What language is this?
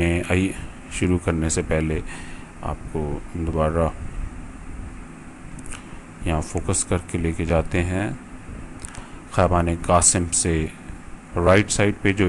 Hindi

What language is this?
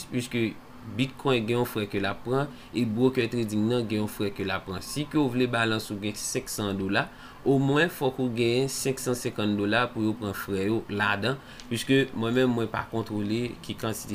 Haitian Creole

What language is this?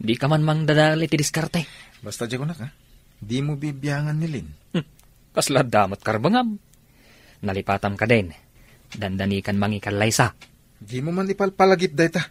Iloko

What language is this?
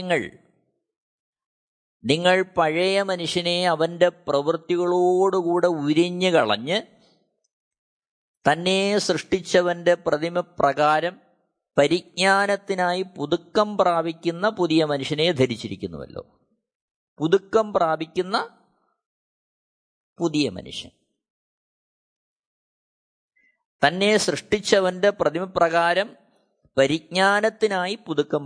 Malayalam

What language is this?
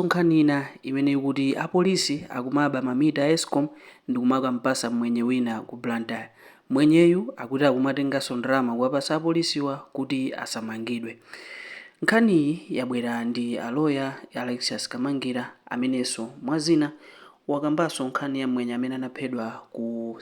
Nyanja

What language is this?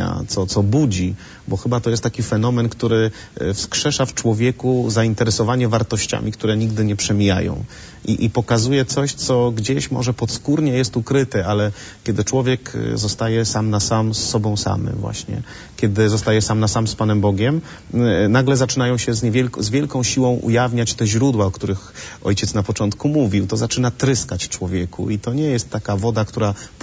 Polish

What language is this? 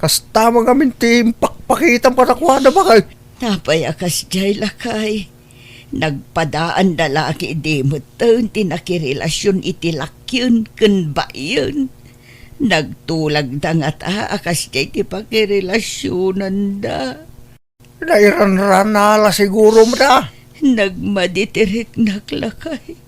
Iloko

